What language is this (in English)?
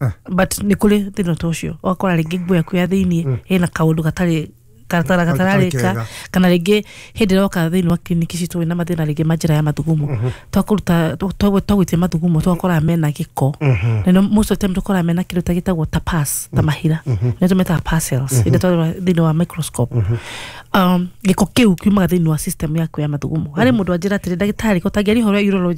Kikuyu